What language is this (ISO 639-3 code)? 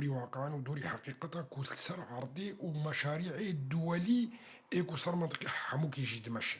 kur